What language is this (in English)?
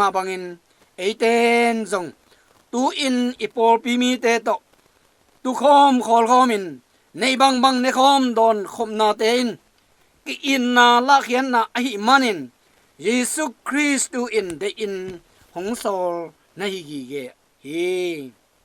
Tedim Chin